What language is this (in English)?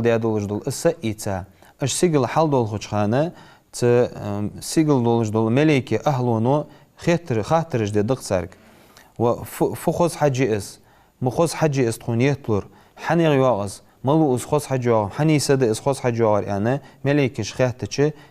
Ingush